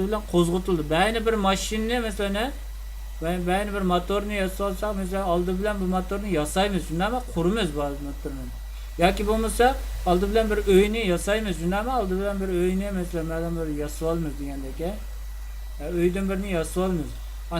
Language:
Uyghur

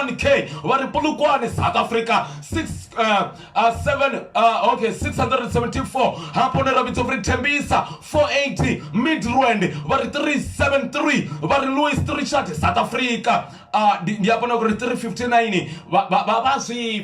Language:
Venda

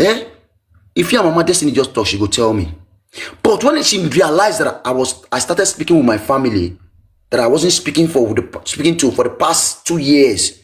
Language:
Nigerian Pidgin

